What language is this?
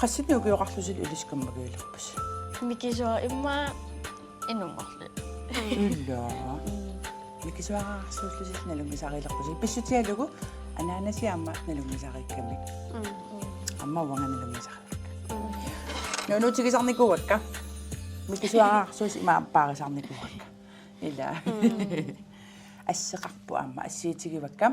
Kalaallisut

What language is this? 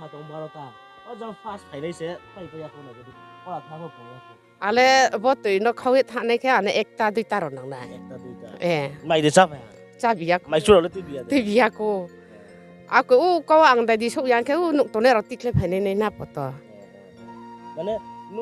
Riang (India)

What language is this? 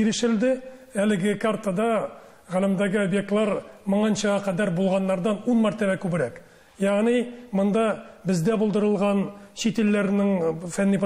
Tatar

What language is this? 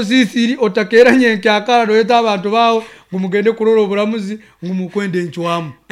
Nyankole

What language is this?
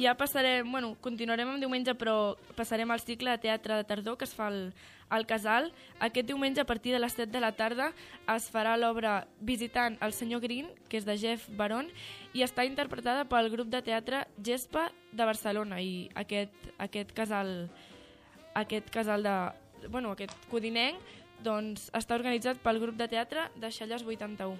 Catalan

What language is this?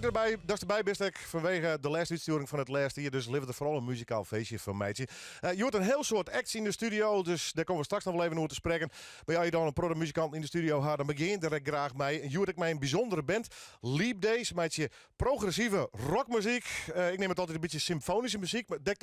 Western Frisian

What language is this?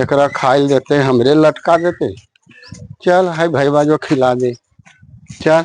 Magahi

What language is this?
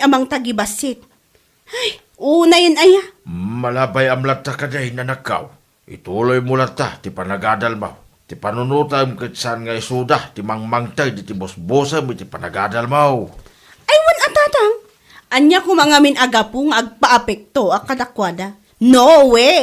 Iloko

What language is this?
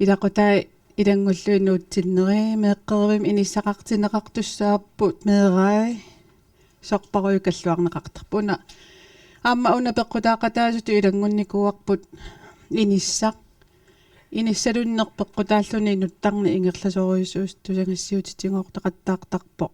Kalaallisut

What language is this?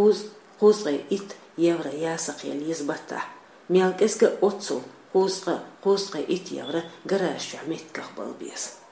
Chechen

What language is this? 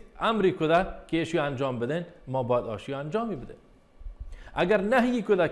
Baluchi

